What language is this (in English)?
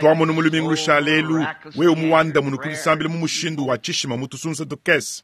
Luba-Lulua